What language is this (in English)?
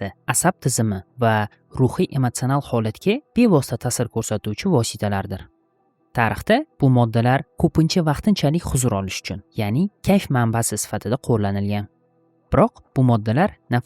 Uzbek